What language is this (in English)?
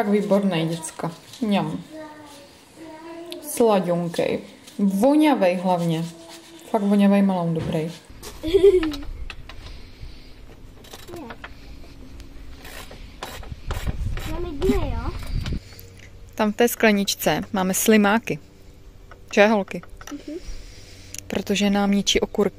Czech